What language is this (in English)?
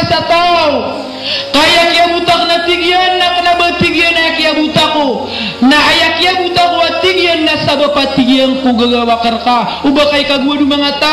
Maranao